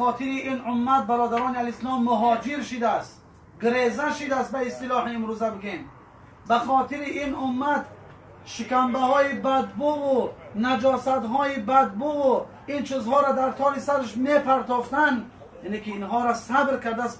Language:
Tajik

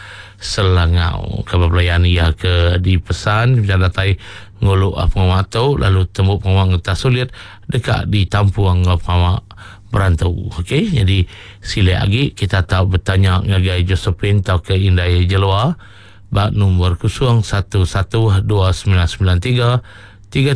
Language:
Iban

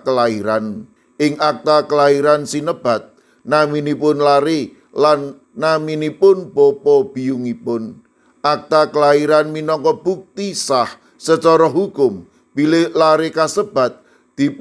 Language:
Javanese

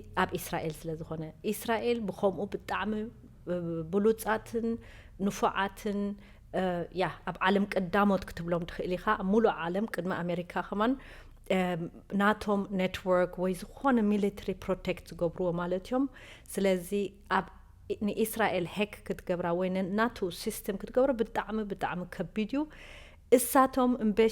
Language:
Tigrinya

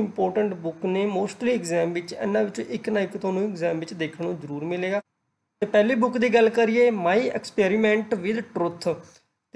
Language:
Punjabi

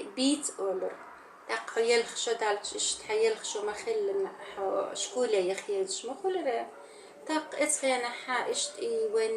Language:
Chechen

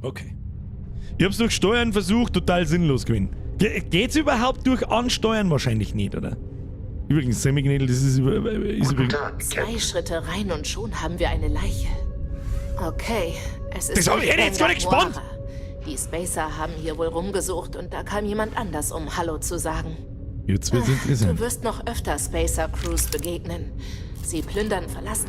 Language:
Bavarian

